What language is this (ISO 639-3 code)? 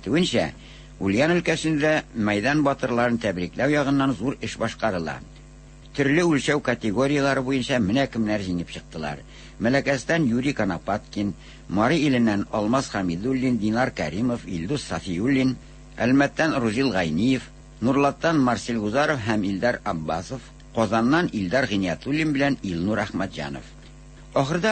tat